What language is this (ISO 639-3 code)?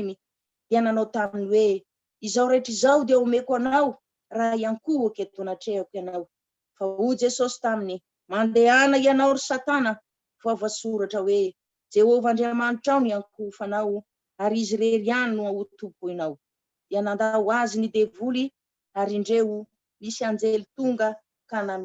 mlg